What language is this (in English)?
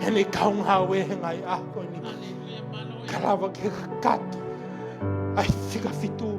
Tongan